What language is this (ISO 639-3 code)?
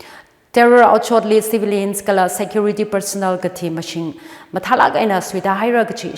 nmf